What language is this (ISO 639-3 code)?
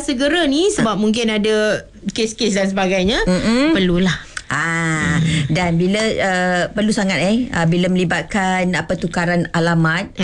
msa